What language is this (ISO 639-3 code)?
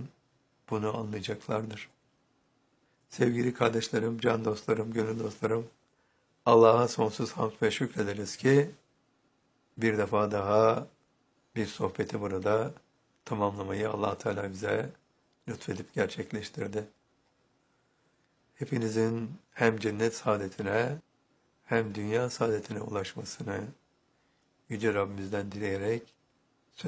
tur